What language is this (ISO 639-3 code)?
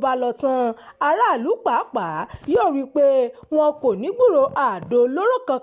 yor